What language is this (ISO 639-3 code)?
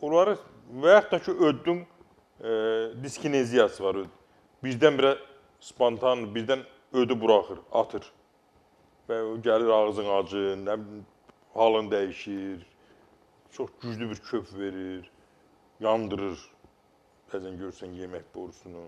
aze